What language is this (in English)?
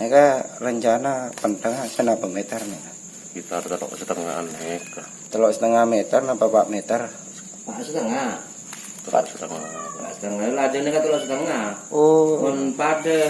Madurese